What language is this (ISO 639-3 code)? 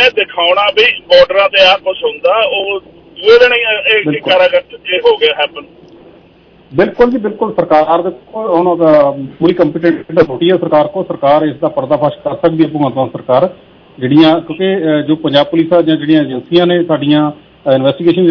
pan